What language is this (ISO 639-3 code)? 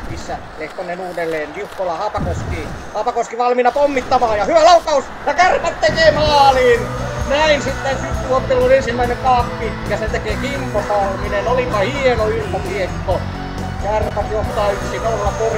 fin